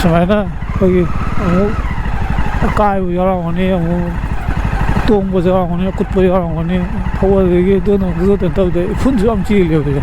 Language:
Manipuri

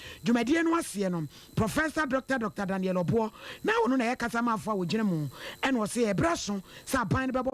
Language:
Akan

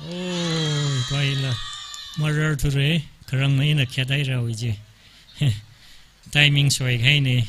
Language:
Tangkhul Naga (India)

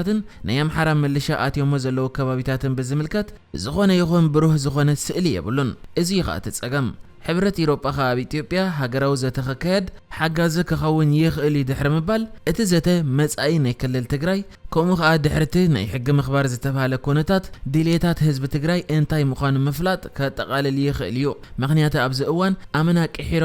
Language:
Tigrinya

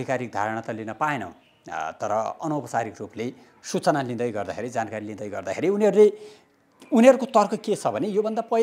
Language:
Nepali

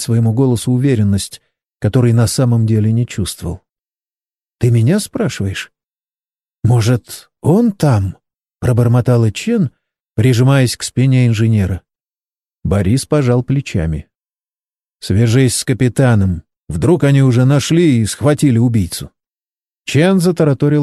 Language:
Russian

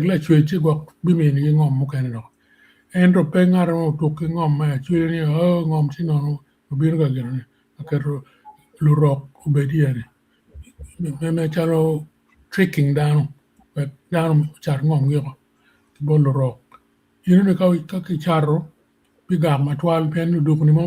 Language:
Acoli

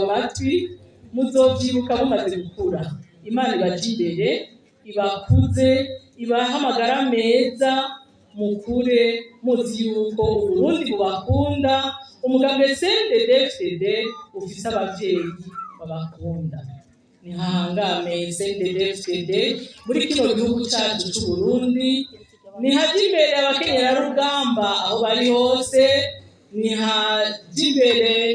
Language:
Rundi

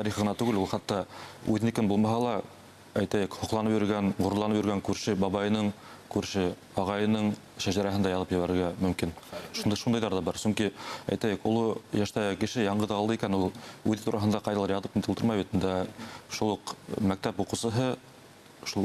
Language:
Bashkir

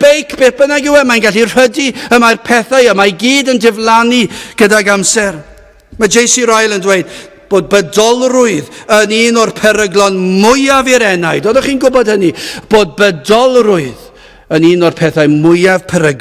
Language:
Welsh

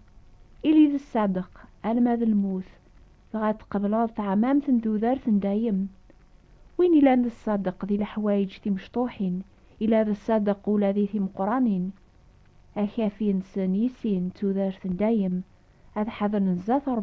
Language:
Kabyle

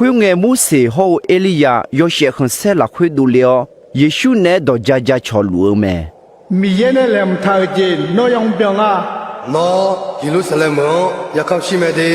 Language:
Akha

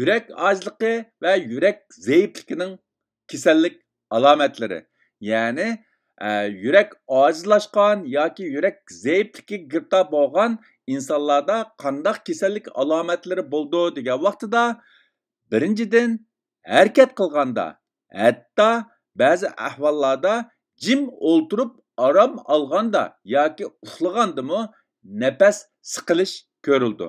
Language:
Uyghur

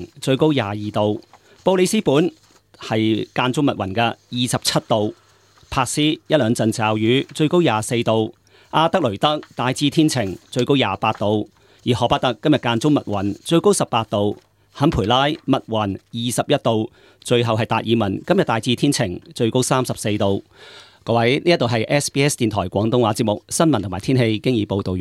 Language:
Cantonese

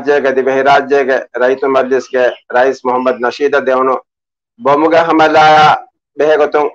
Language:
Divehi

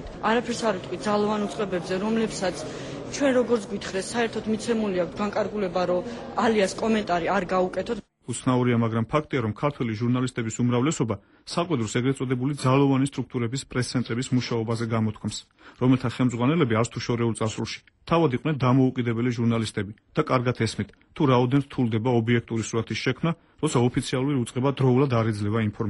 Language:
Georgian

